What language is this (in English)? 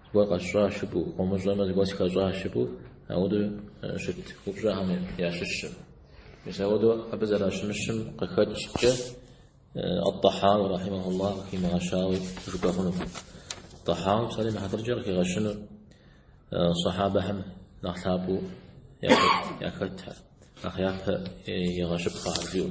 Kabardian